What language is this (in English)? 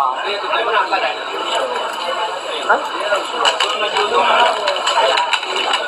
Burmese